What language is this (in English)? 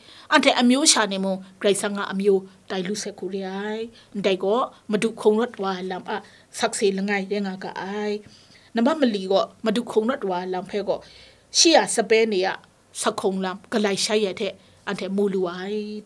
Kachin